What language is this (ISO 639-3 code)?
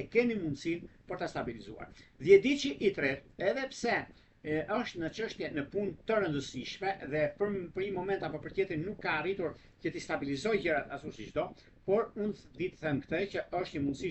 sqi